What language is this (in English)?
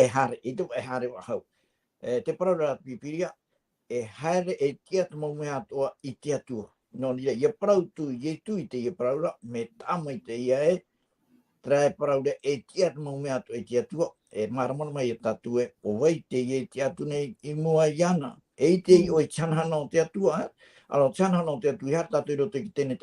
Tahitian